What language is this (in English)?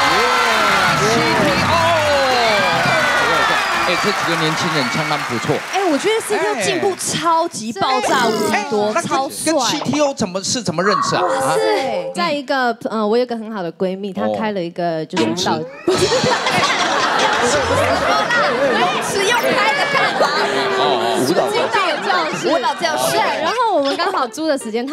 Chinese